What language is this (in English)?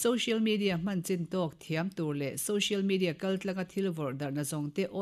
Mizo